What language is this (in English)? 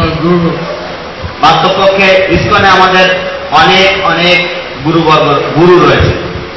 Bangla